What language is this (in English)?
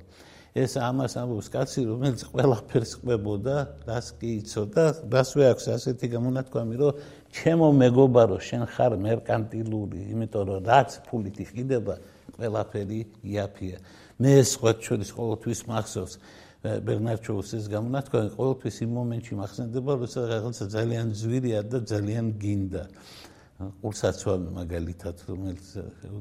Georgian